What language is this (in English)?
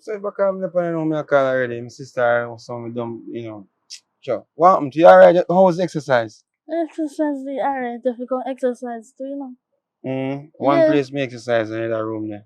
Jamaican Creole English